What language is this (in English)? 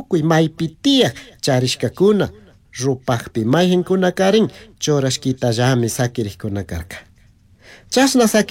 Chimborazo Highland Quichua